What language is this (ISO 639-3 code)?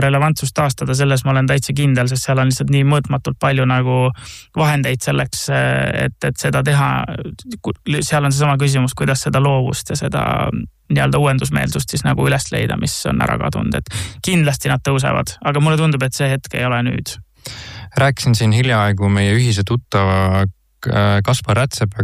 est